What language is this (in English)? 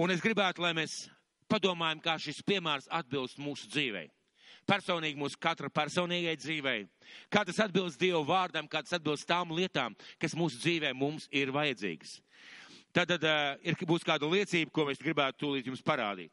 Latvian